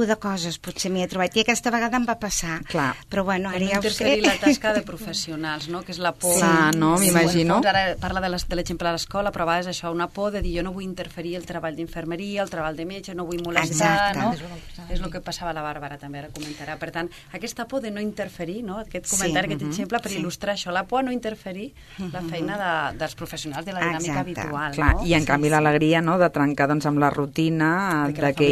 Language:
Catalan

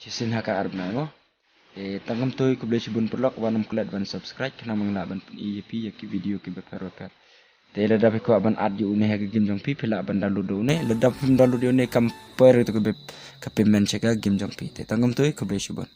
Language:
Khasi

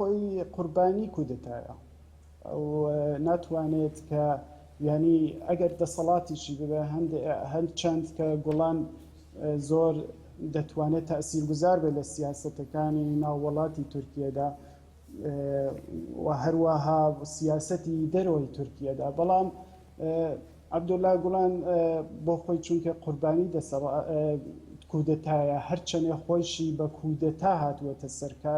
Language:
Central Kurdish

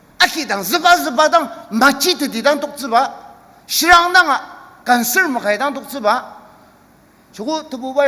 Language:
Ao Naga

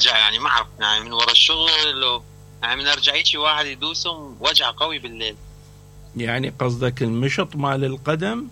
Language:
Mesopotamian Arabic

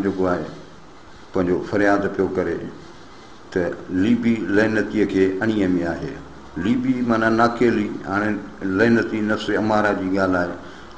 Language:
Sindhi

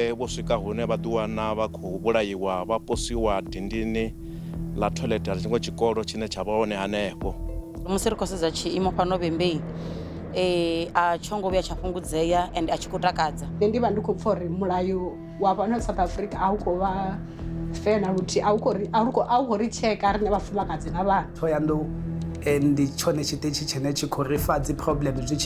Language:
Venda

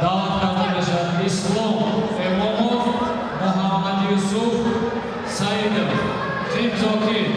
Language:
Tajik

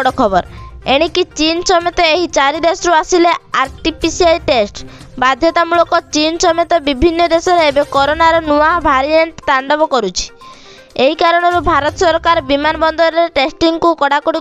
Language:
Odia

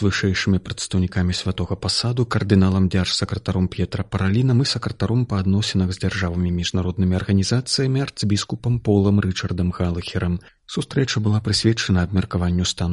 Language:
Belarusian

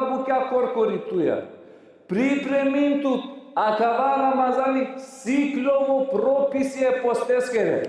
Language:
Balkan Romani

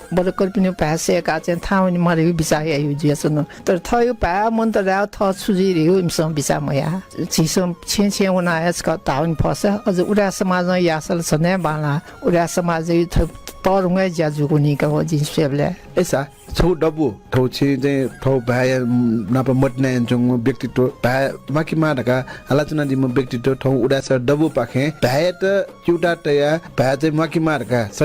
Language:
Newari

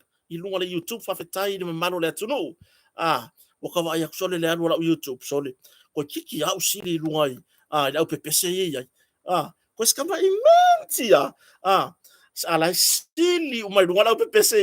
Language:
Samoan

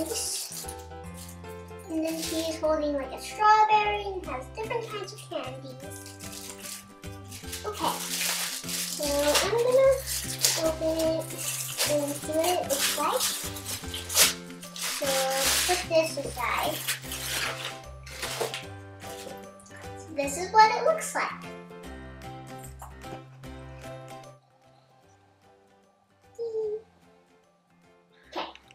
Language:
English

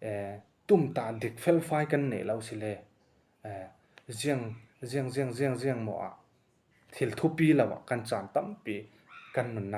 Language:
Falam Chin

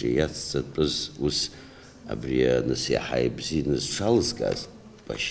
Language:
Abkhazian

